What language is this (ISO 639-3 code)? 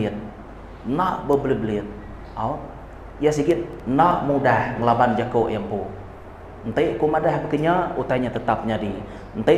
iba